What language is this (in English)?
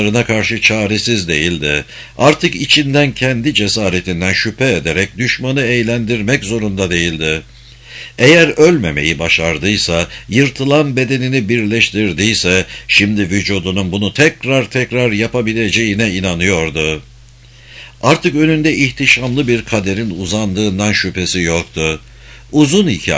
Turkish